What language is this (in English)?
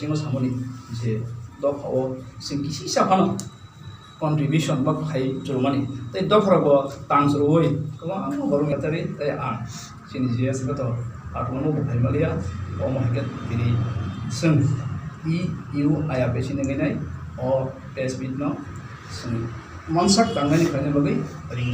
Kok Borok